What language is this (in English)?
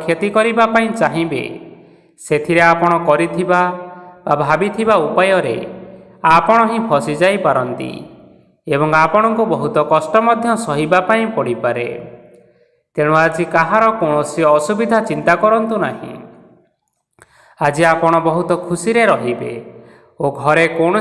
Odia